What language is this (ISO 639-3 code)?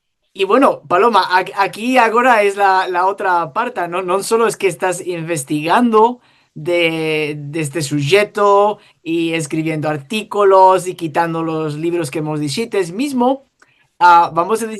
lad